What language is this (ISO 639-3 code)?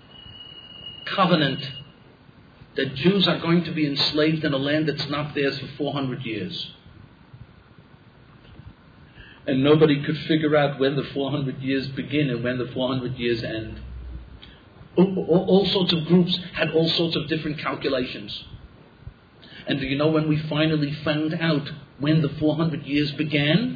eng